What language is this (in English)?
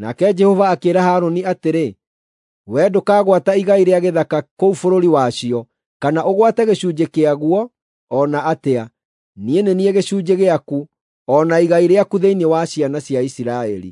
Kikuyu